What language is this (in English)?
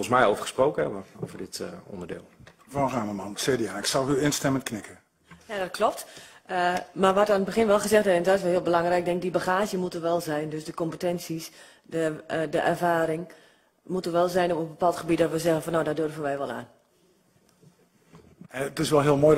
Dutch